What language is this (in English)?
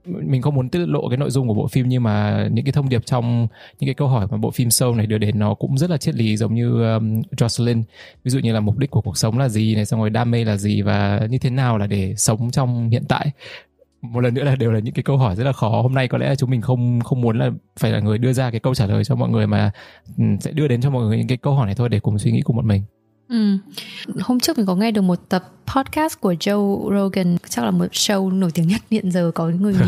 Vietnamese